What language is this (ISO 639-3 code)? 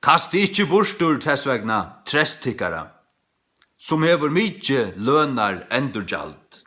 fao